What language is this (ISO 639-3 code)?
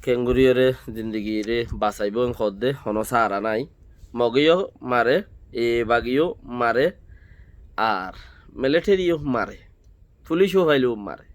rhg